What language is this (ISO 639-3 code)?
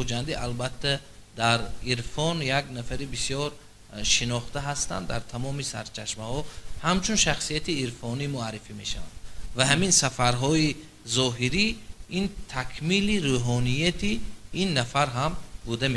tgk